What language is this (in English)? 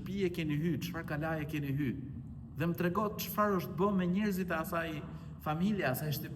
Albanian